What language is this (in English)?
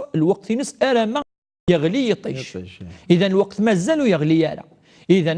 Kabyle